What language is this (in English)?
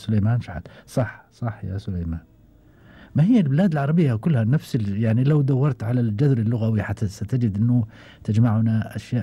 Gulf Arabic